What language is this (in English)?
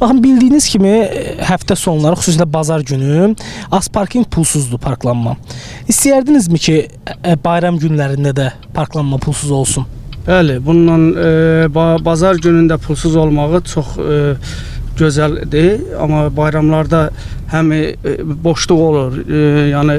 Azerbaijani